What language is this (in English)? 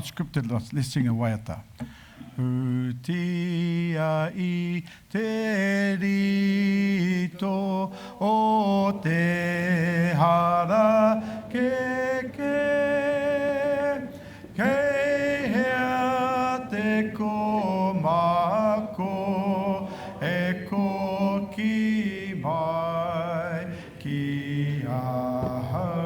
Māori